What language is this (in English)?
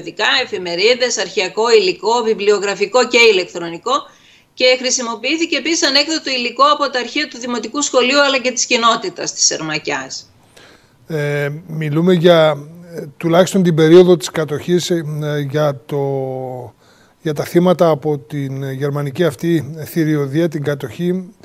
Greek